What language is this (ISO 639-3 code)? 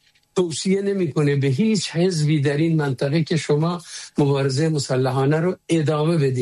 fas